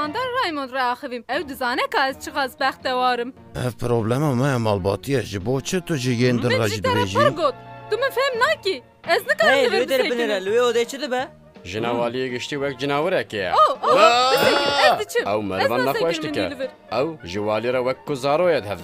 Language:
Kurdish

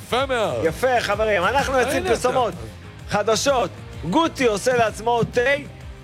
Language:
Hebrew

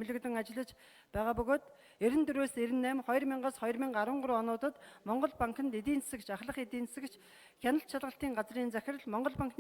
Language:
Mongolian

